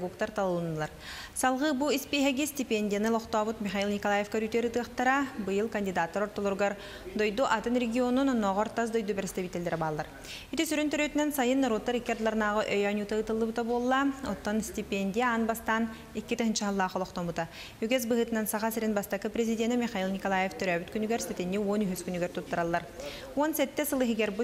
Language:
Yakut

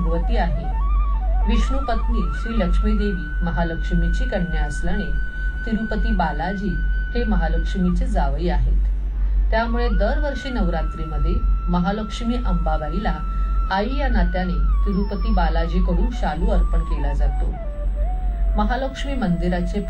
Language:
Marathi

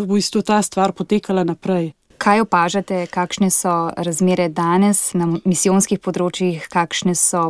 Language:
Slovenian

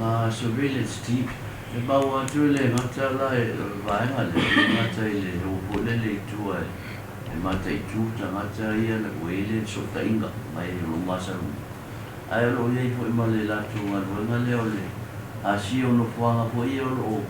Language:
Samoan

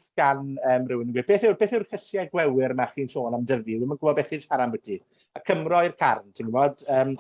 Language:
Welsh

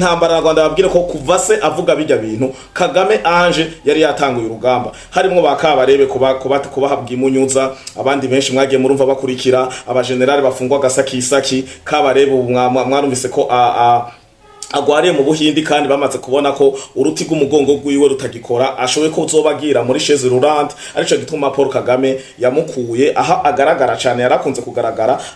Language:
Rundi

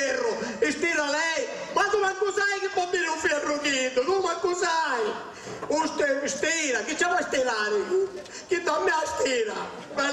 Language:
Sicilian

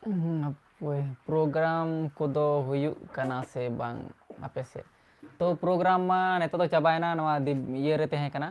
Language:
Santali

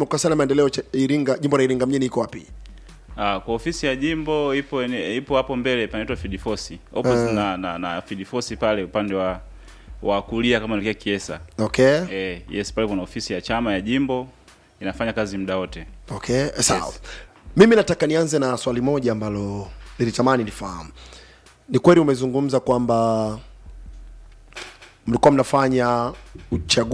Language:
Swahili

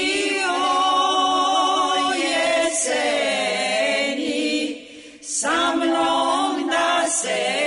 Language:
Serbian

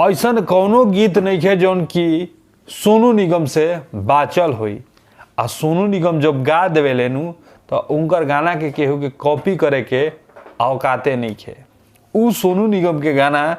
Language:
Bhojpuri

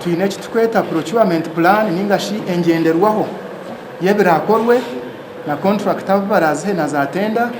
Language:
Nyankole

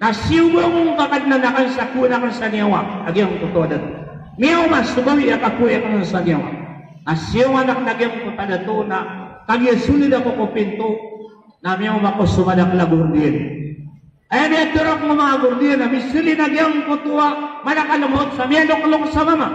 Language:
Maranao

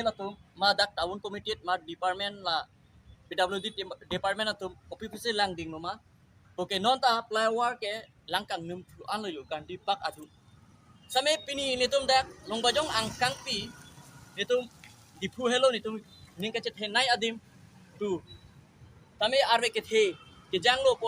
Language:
Karbi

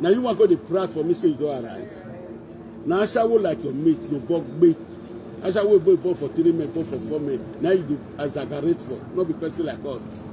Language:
Nigerian Pidgin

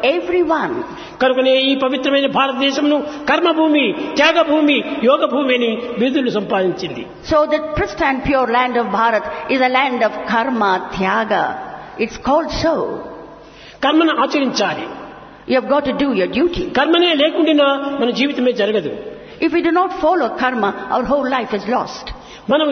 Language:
Telugu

